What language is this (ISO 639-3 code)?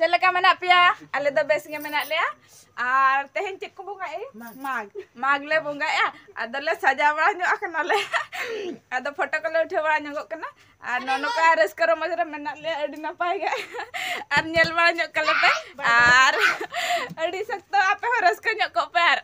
sat